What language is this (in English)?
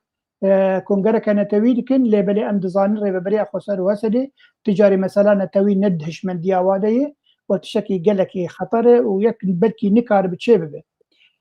Kurdish